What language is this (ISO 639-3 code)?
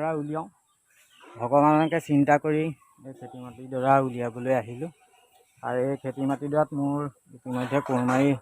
asm